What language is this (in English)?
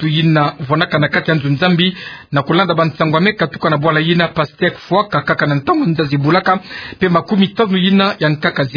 Kituba (Democratic Republic of Congo)